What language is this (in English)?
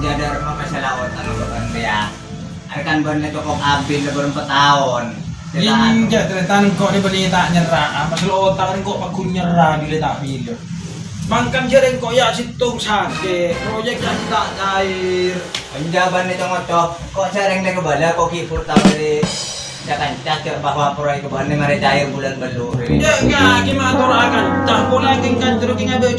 Madurese